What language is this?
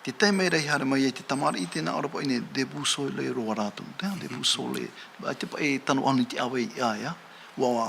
Tahitian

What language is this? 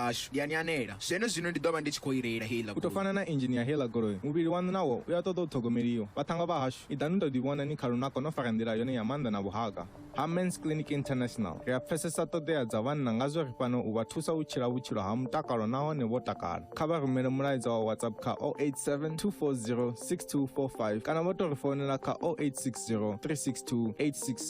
Venda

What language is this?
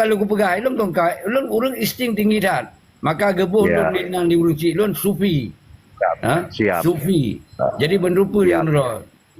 Achinese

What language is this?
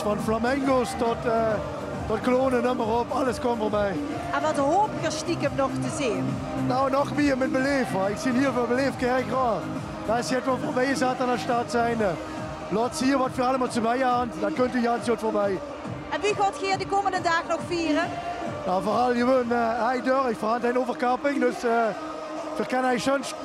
Limburgish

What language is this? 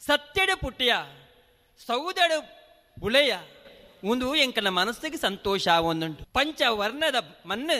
Tulu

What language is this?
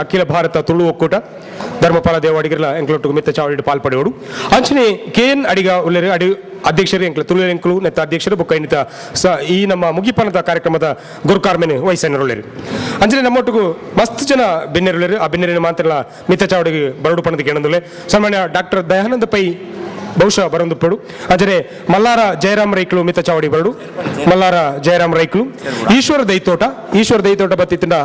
Tulu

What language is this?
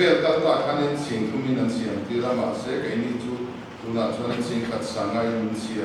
Mizo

